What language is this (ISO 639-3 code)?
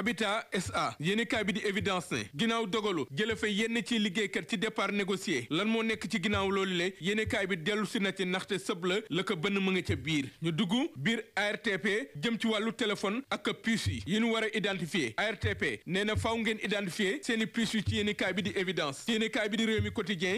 wol